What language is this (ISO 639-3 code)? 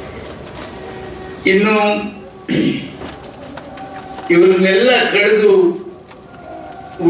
kan